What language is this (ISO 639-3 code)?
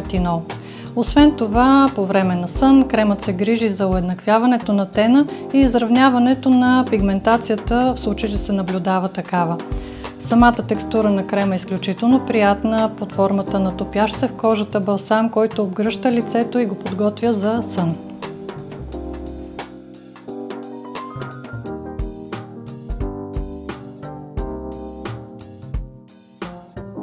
bul